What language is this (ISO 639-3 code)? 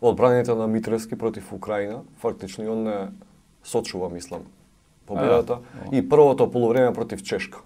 mkd